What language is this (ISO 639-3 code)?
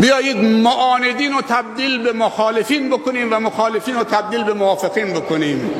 fas